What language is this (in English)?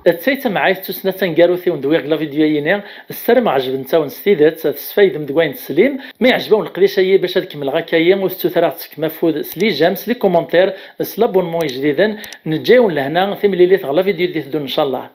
Kabyle